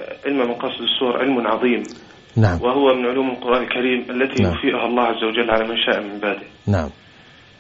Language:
Arabic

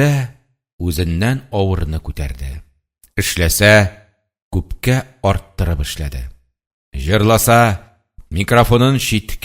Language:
Tatar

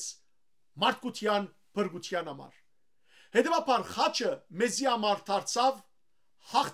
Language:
Western Armenian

